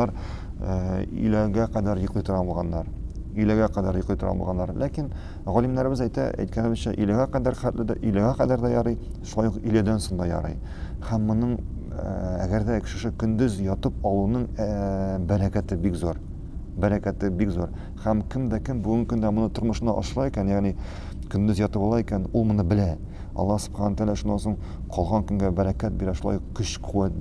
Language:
Tatar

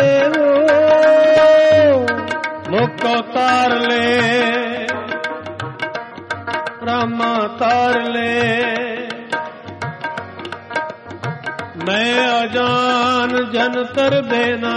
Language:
Punjabi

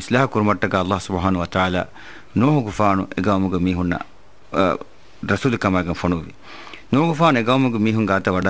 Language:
Divehi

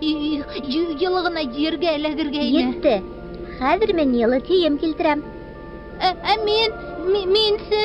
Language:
Bashkir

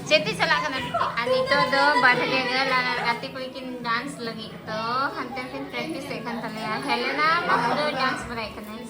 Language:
Santali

